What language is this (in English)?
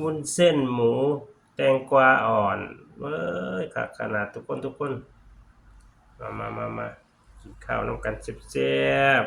Northeastern Thai